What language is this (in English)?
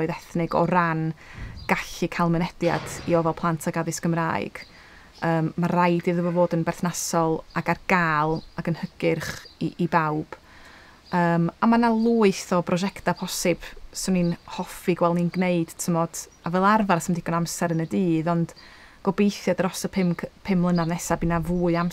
Welsh